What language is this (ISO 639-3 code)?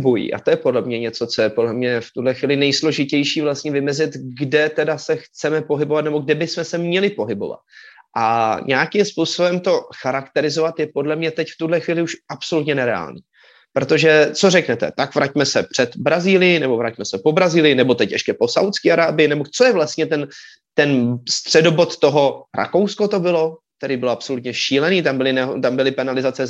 ces